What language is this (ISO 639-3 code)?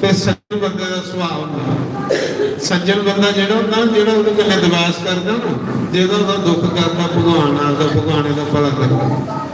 doi